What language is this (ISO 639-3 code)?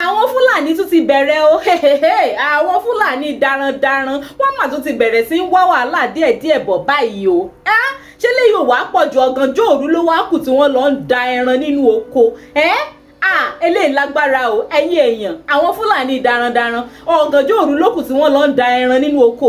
yor